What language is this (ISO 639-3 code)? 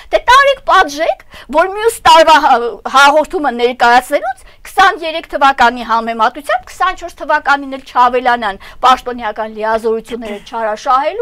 hye